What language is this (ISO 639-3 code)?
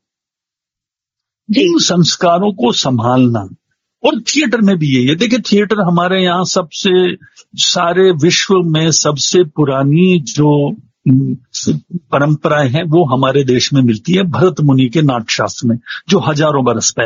hin